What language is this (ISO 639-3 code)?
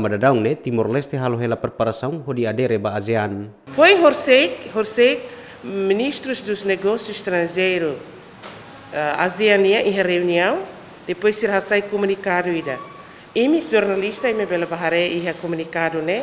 tet